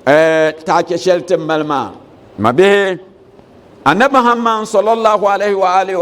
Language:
Dagbani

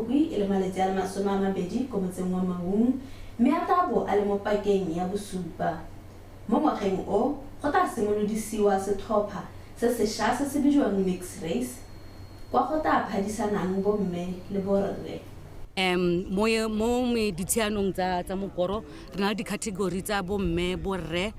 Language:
Tswana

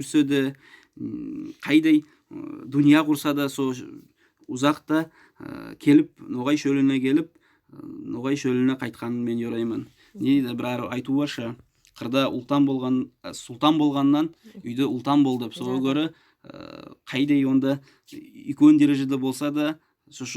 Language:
Nogai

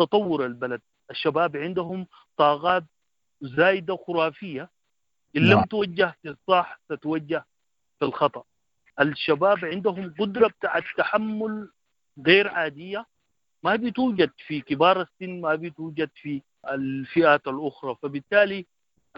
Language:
Sudanese Arabic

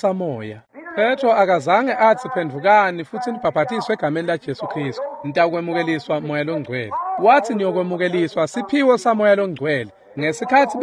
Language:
Swati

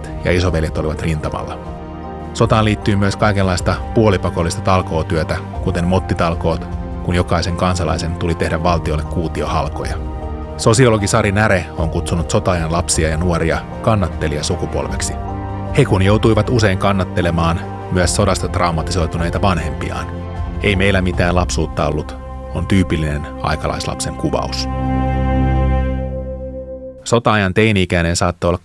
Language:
Finnish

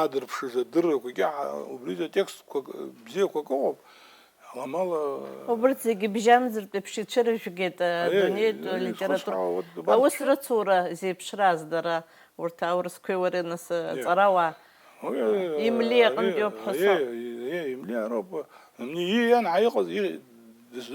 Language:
Abkhazian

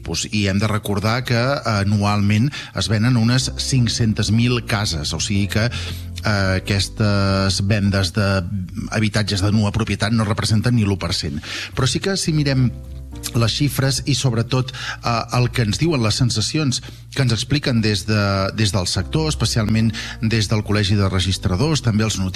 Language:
Catalan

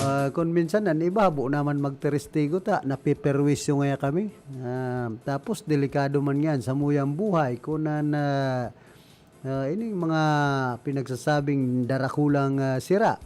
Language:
Bikol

